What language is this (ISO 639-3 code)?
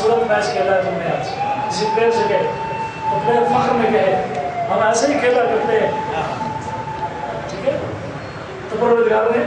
urd